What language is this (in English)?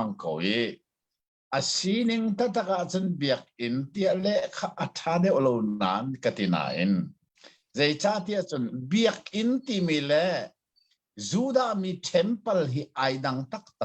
Hakha Chin